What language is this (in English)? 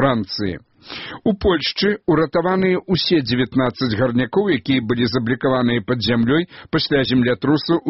Belarusian